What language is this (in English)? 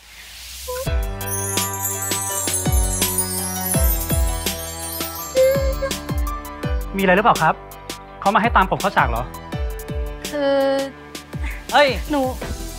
Thai